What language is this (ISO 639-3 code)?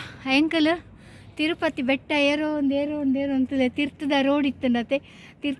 tcy